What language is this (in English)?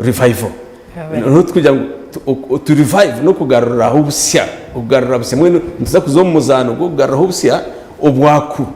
Nyankole